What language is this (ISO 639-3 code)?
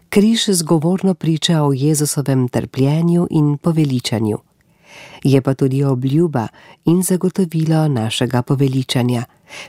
slv